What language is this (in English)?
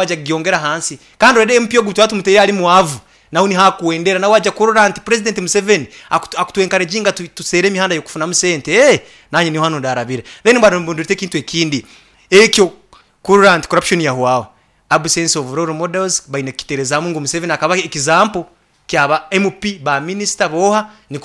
Nyoro